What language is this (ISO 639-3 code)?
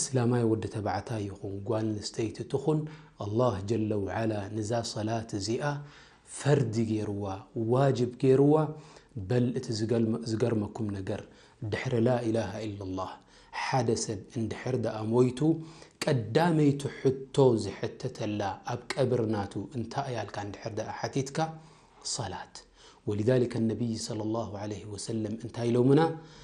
tir